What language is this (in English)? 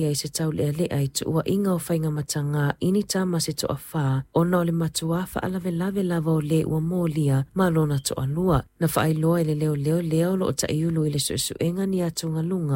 Samoan